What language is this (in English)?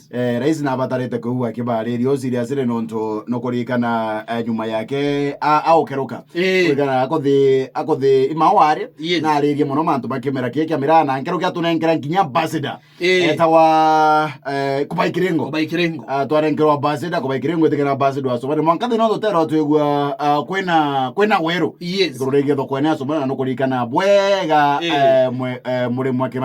Meru